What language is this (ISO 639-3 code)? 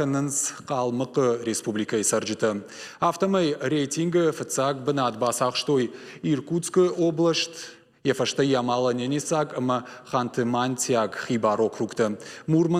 oss